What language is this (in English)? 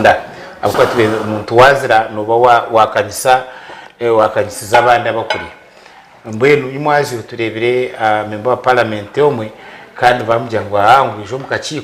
Nyankole